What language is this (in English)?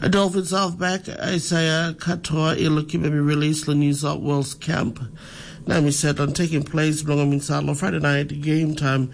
Tok Pisin